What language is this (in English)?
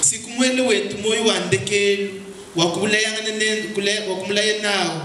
Luba-Lulua